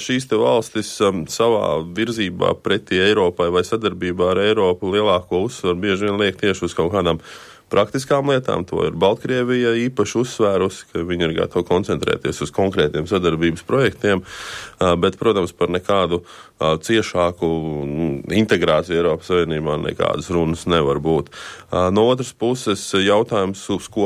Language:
Latvian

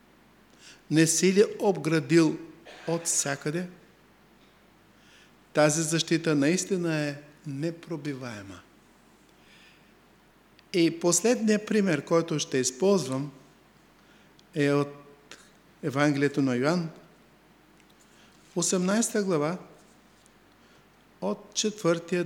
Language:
Bulgarian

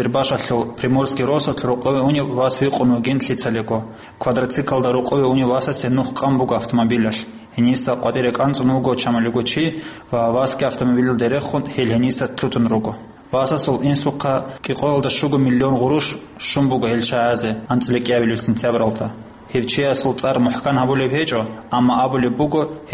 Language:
Avaric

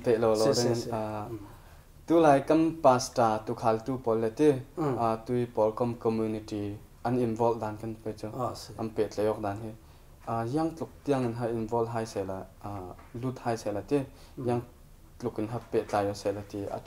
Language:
Falam Chin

